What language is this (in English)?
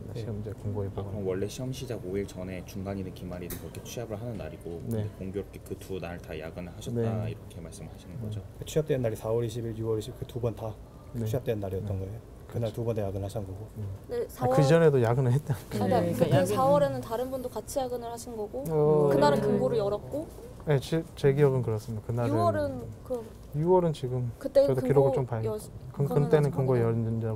Korean